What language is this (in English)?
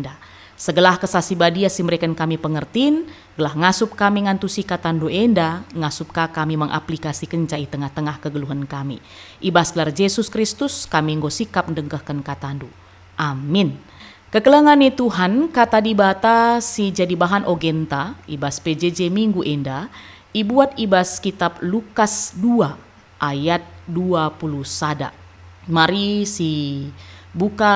Batak Karo